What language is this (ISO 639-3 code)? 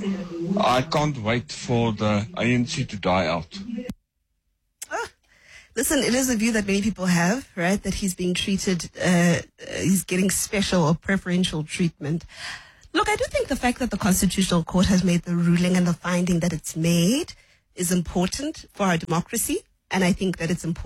eng